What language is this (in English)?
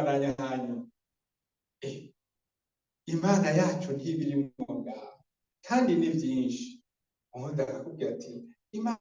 Rundi